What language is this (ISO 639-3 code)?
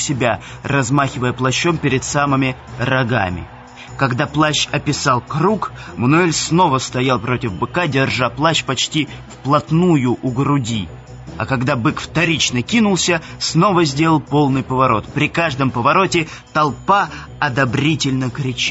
rus